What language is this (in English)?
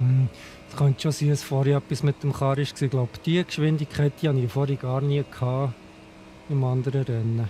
Swiss German